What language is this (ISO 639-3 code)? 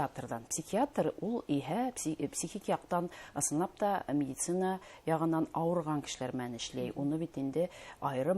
bak